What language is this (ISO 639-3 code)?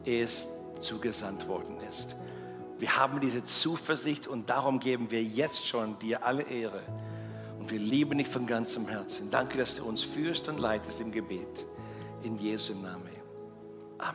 gsw